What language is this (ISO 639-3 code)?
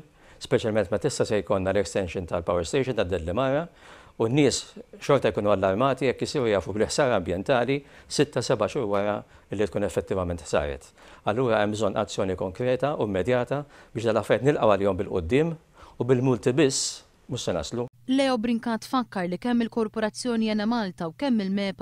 mlt